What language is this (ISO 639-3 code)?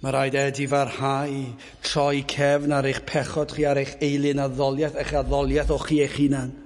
cym